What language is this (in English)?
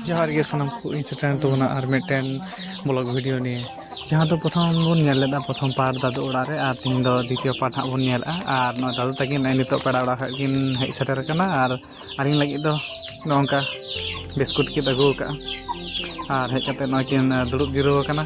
Santali